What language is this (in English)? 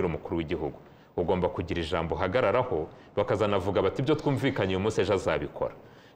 Kinyarwanda